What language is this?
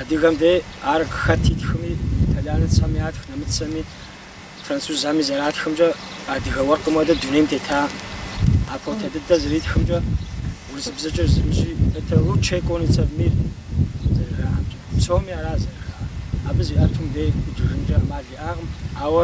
Kabardian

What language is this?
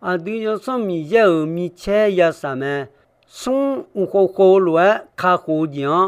Akha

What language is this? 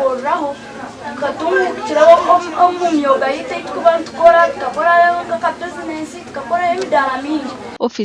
Nyankole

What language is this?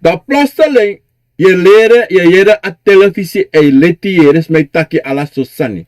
Sranan Tongo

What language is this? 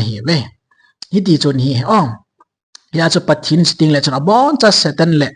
Thado Chin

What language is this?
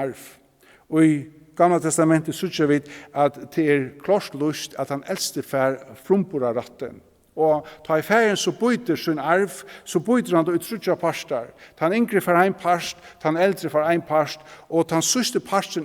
Faroese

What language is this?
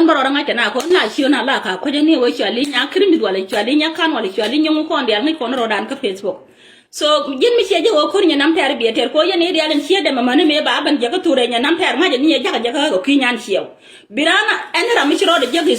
Nuer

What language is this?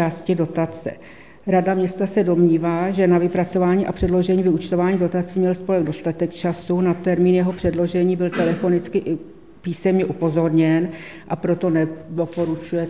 Czech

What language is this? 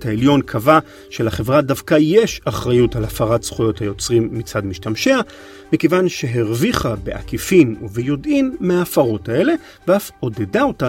Hebrew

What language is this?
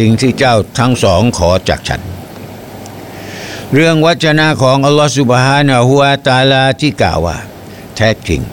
Thai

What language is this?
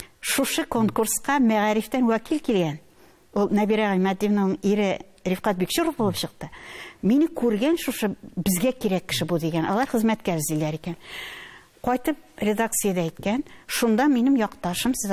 Tatar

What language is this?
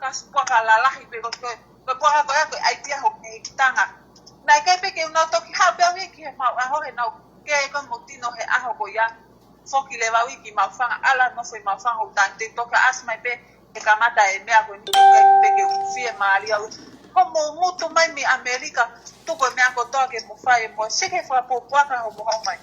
Tongan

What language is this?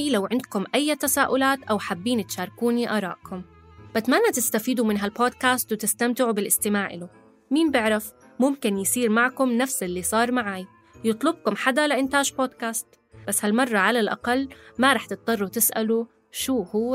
North Levantine Arabic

